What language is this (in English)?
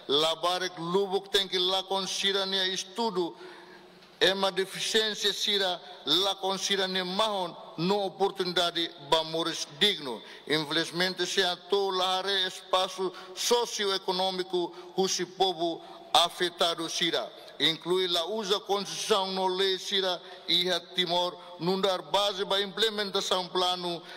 Tetum